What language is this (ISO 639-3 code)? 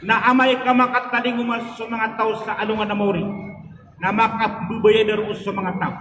mrw